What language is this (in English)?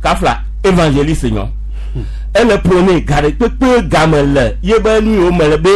Gen